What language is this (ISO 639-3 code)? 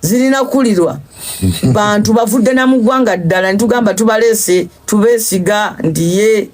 lug